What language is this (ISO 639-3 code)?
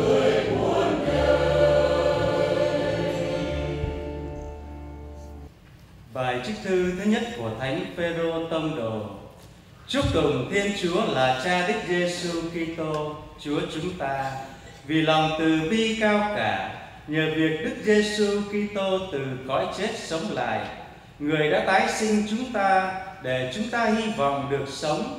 vie